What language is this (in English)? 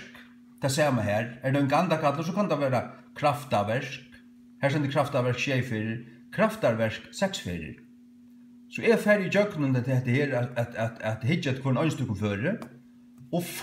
Faroese